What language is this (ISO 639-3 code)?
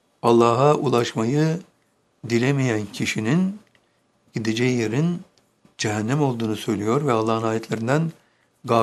tur